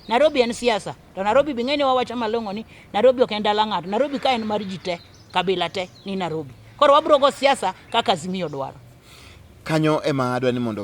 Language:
Luo (Kenya and Tanzania)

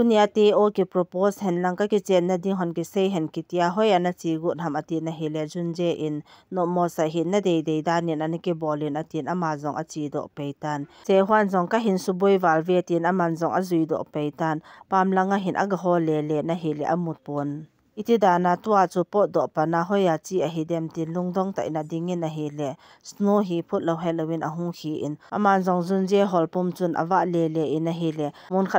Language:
Thado Chin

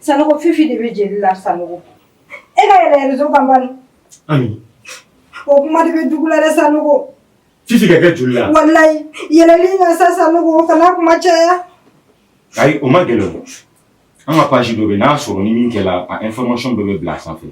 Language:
Bambara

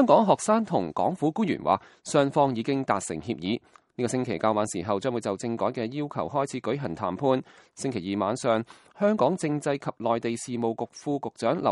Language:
Cantonese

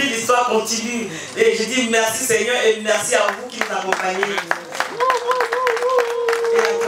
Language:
French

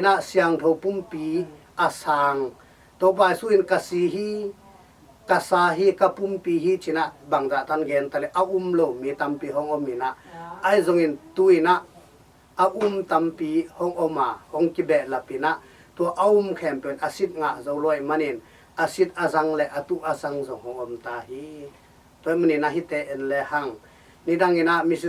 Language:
Tedim Chin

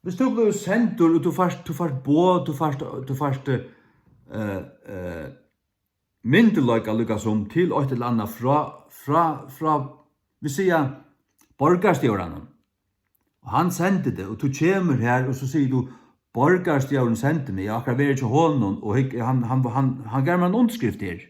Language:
Faroese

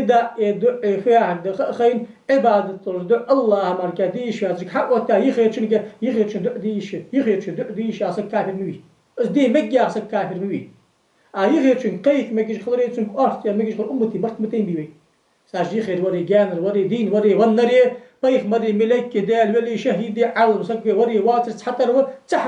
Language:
Ingush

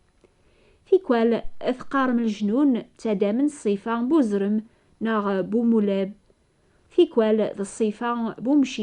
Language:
Kabyle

